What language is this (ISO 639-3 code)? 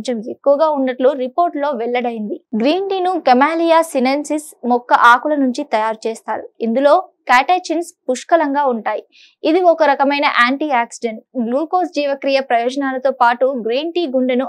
tel